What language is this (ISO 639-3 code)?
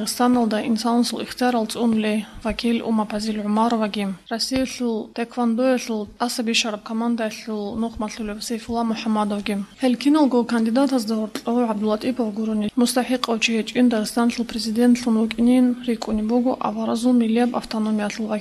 ava